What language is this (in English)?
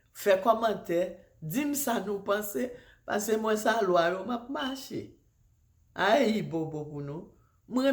Haitian Creole